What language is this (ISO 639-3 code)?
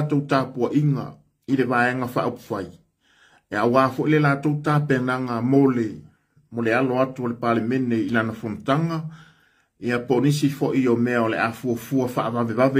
smo